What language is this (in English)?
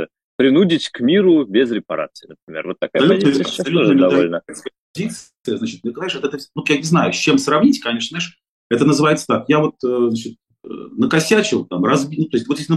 Russian